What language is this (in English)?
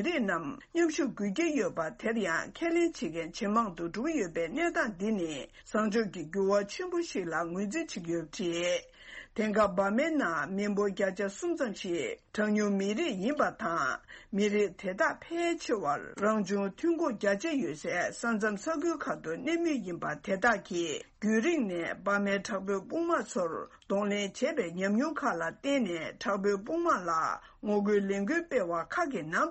Tibetan